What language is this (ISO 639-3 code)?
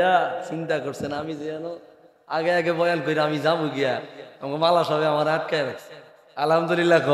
syl